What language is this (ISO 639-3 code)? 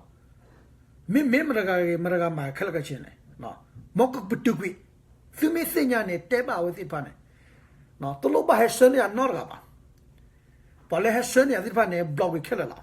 ksw